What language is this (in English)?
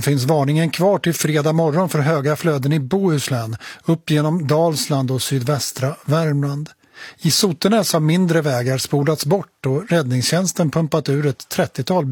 Swedish